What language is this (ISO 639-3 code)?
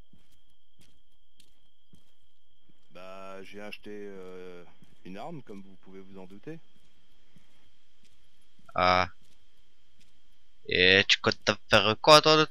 fra